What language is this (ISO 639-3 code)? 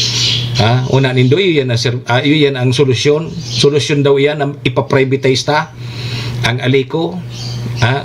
bik